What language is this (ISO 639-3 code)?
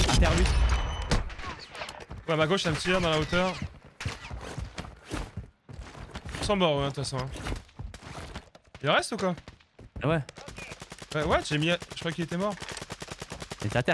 fra